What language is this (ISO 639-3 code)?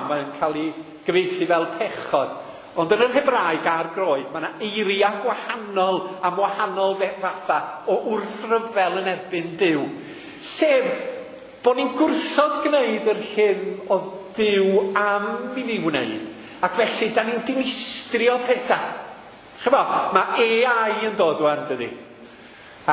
cym